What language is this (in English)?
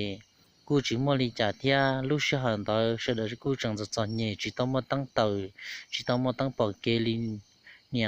Hmong